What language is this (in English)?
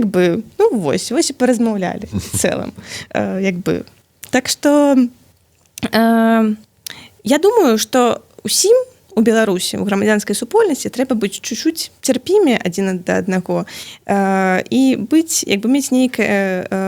Belarusian